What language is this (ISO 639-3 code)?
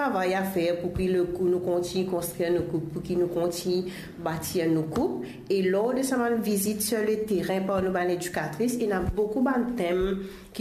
mfe